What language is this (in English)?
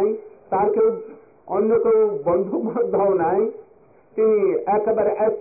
Bangla